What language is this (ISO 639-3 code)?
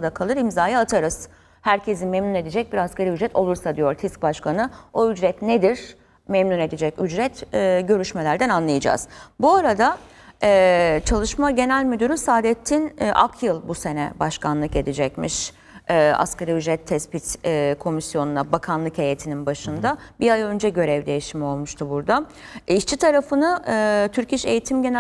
tur